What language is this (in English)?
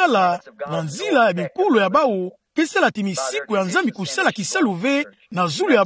Kituba (Democratic Republic of Congo)